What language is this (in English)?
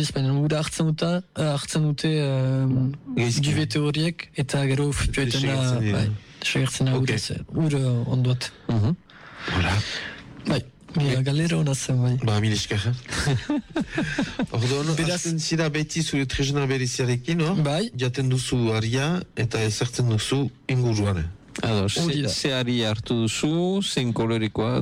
Basque